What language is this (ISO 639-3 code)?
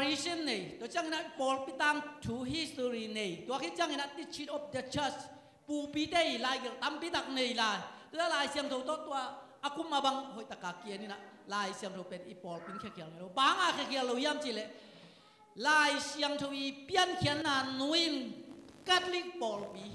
ctd